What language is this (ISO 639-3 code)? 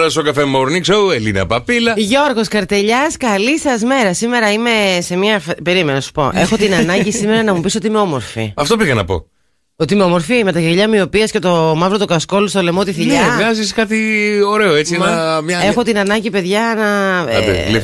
ell